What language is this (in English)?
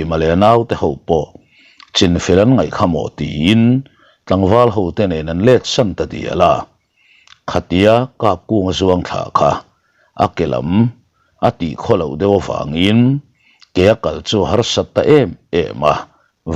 Mizo